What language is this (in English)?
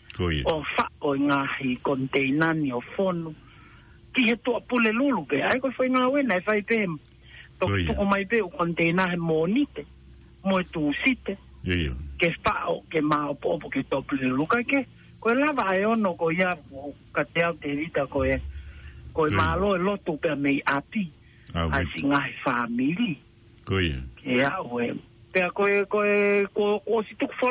Tongan